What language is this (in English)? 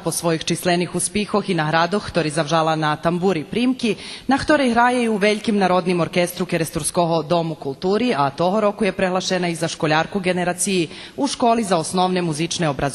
Rusyn